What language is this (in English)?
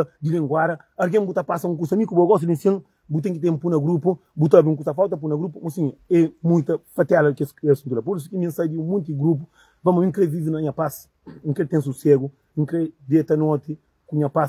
Kabuverdianu